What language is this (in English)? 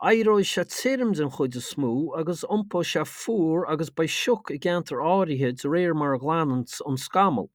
Irish